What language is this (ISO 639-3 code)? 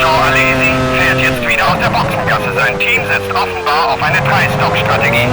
bar